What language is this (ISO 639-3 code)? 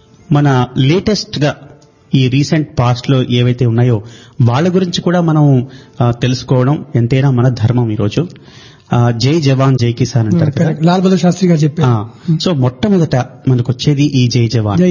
tel